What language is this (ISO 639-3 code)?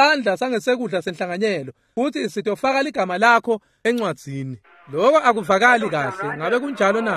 ssw